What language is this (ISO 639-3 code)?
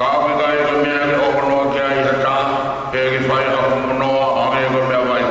ton